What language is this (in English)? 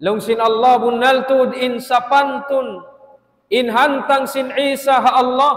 Tausug